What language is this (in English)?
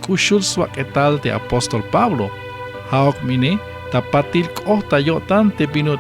Tzeltal